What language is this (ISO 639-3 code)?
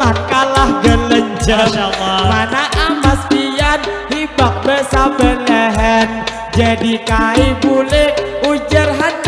bjn